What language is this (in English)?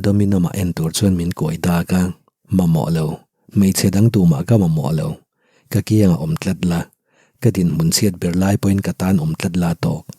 Mizo